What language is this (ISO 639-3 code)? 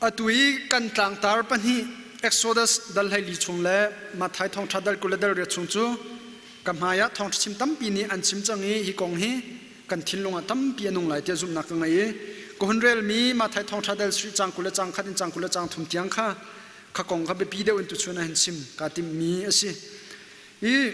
cnh